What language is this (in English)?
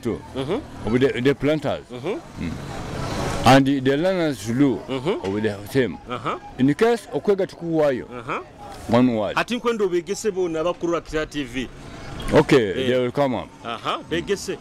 Nyoro